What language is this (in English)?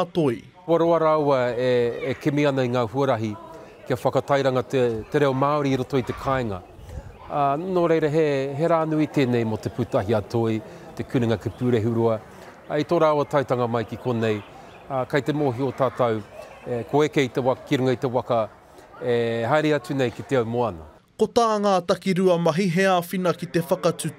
Māori